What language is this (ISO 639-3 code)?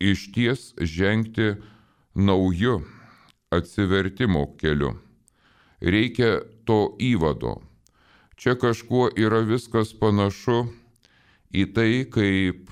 lit